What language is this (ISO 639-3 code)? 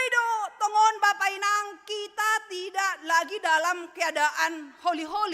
bts